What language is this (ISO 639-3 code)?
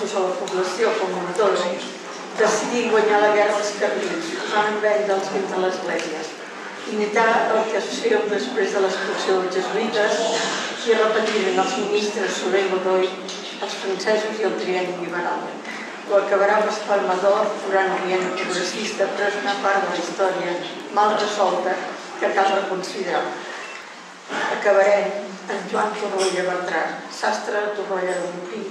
cat